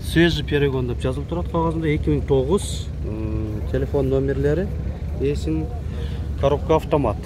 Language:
Kyrgyz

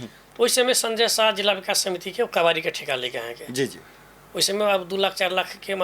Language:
Maithili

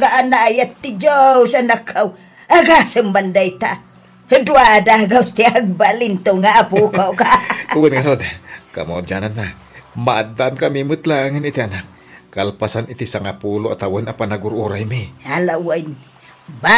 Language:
Iloko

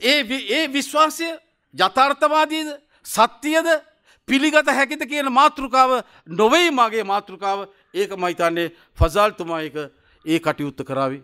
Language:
Sinhala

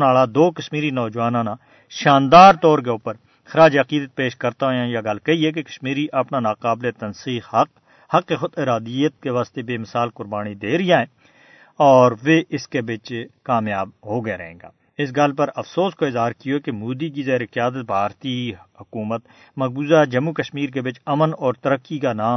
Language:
Gujari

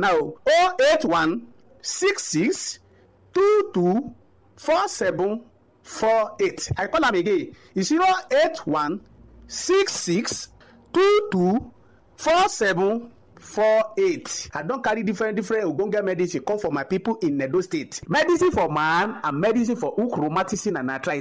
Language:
Nigerian Pidgin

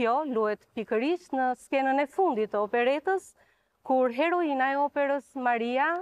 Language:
Albanian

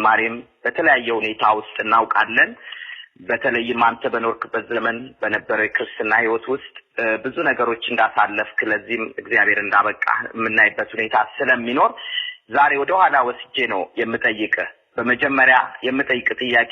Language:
Amharic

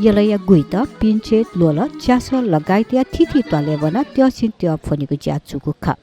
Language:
Newari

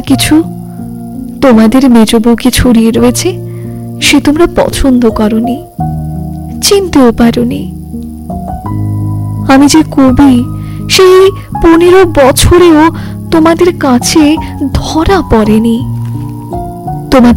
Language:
Bangla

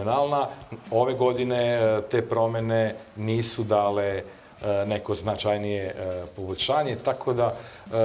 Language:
Serbian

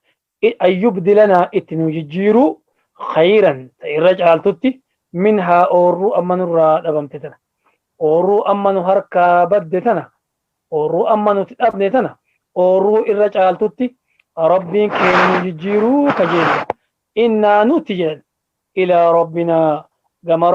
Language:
Oromo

